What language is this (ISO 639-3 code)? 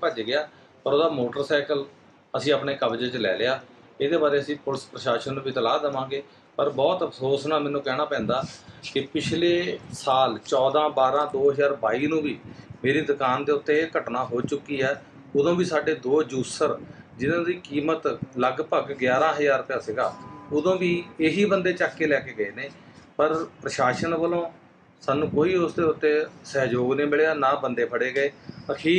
pan